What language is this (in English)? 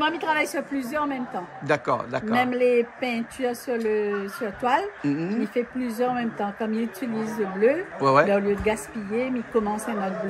Réunion Creole French